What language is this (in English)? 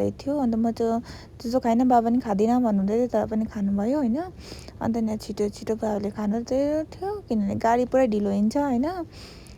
Nepali